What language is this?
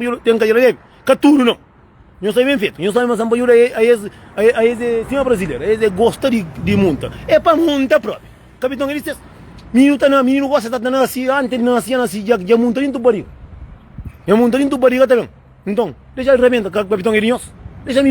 Kabuverdianu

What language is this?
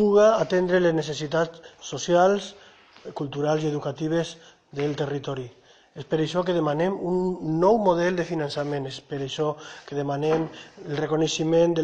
Catalan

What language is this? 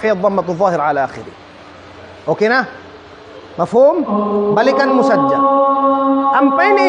Tausug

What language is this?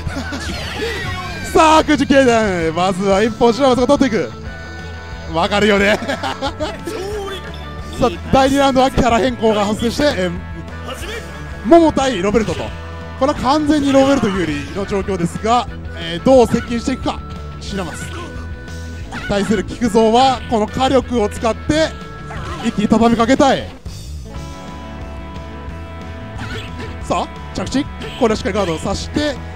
Japanese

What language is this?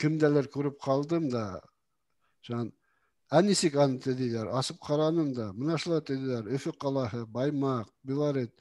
Bashkir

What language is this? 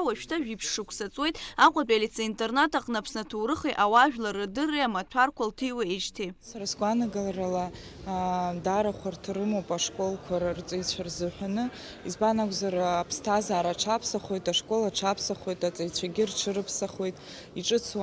Abkhazian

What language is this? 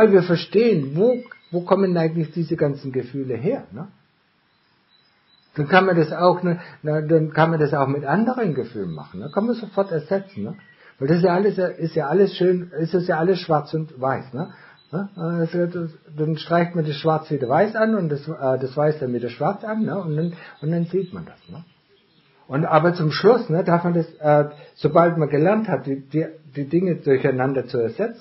German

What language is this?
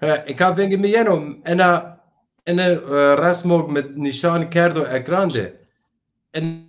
Zaza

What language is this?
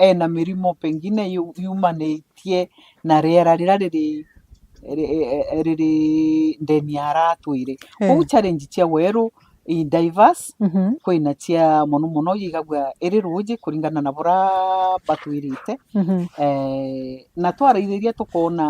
Meru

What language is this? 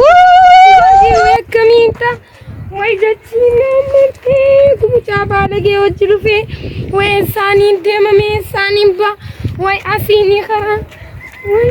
Oromo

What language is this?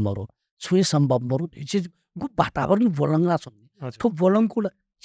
Newari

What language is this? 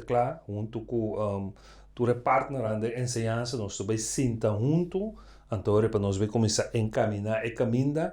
Papiamento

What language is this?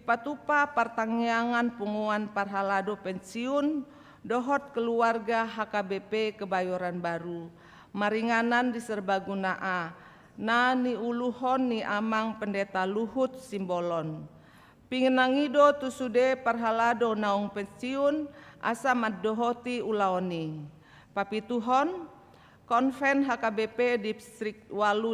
Batak Toba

